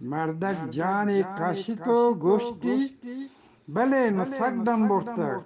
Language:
Eastern Balochi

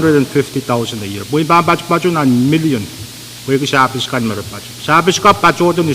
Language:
Pohnpeian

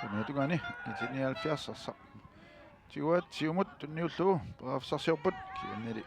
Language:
Kalaallisut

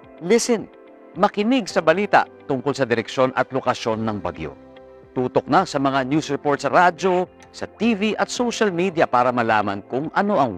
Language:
Filipino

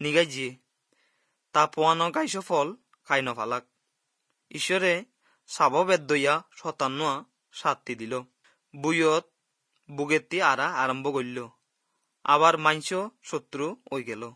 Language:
Assamese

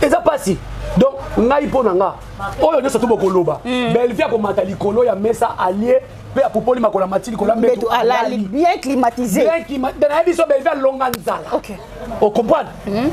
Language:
Lingala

